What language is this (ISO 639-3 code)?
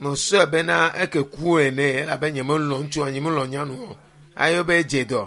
ewe